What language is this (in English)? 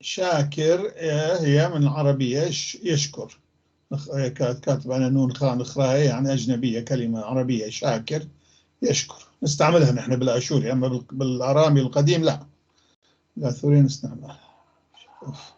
North Levantine Arabic